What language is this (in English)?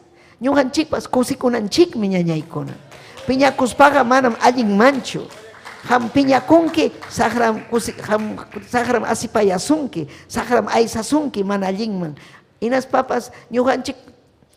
Ayacucho Quechua